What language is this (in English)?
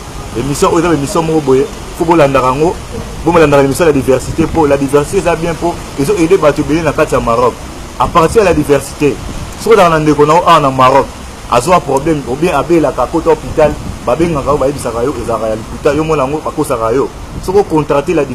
Lingala